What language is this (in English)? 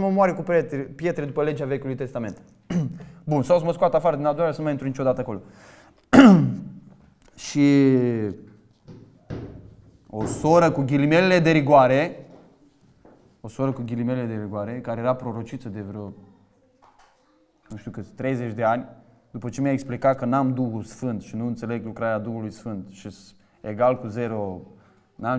Romanian